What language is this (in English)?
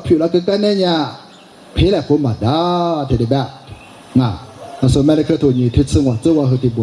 Lisu